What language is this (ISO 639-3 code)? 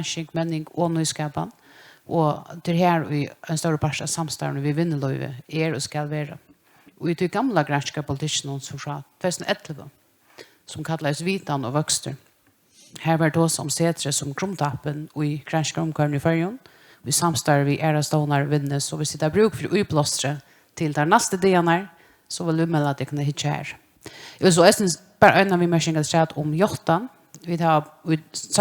fao